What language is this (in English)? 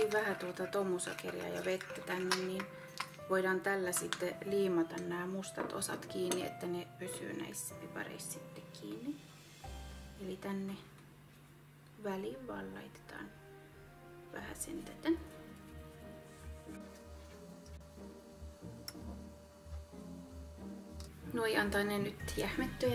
Finnish